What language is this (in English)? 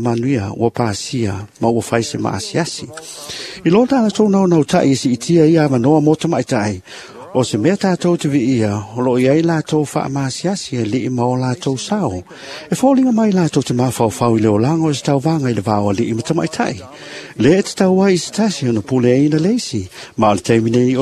Samoan